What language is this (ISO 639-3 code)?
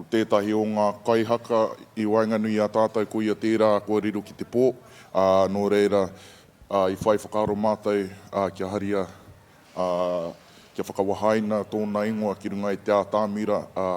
mri